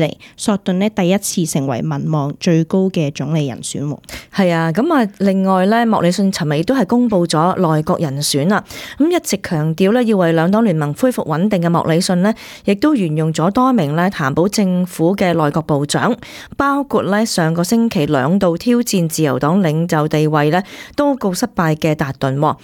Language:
Cantonese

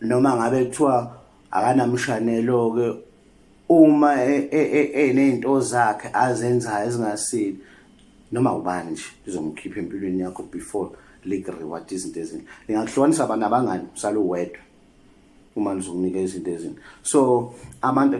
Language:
Zulu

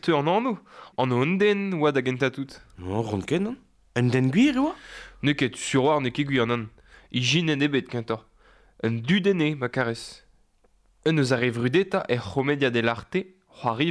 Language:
Breton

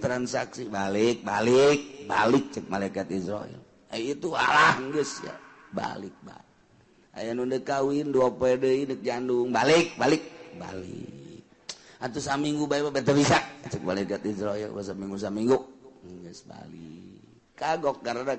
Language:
Sundanese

